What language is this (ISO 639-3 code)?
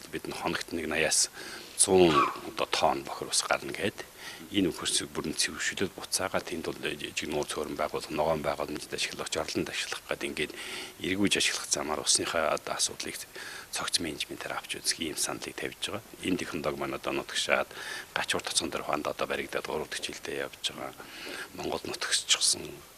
mon